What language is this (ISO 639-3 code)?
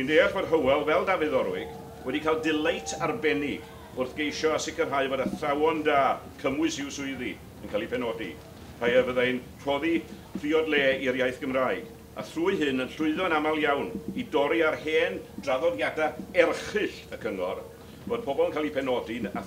cym